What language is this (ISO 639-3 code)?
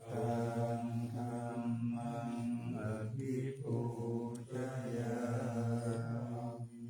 pli